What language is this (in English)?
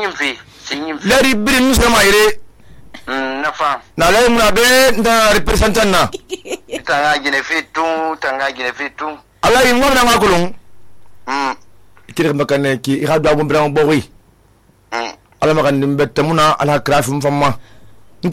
Susu